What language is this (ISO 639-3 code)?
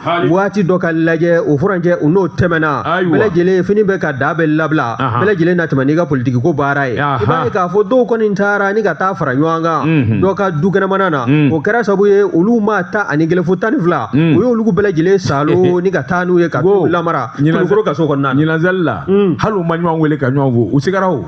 bam